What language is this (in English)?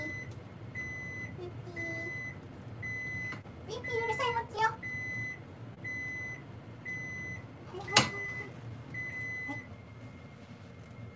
Japanese